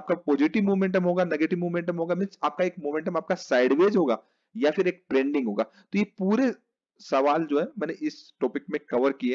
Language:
Hindi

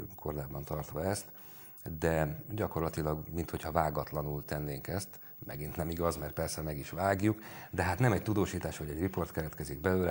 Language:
Hungarian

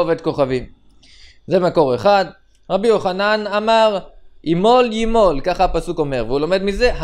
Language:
Hebrew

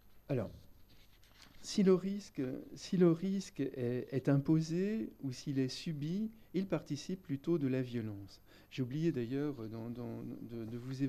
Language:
French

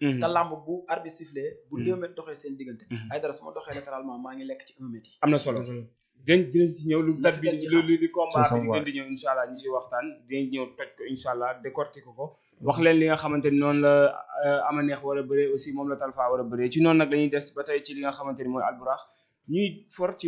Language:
Wolof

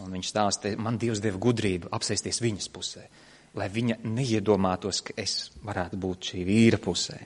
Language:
Latvian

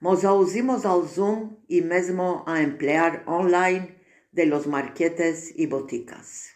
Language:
Ladino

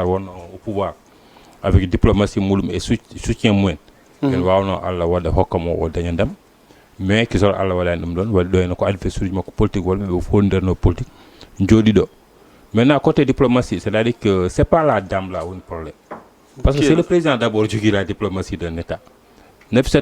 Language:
Fula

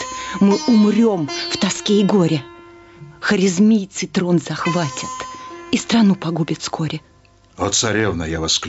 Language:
Russian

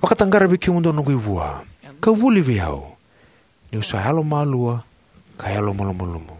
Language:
Fijian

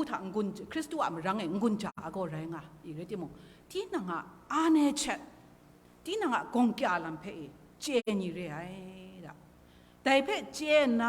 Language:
Kachin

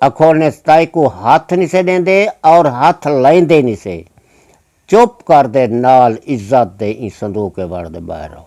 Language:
Saraiki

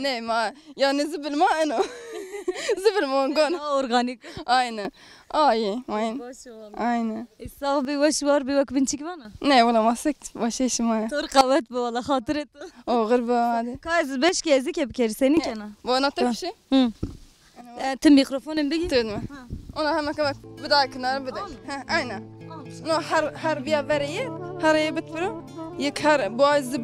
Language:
Zaza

